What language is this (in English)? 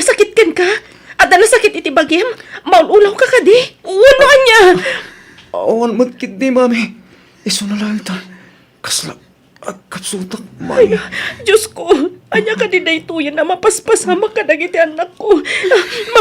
Iloko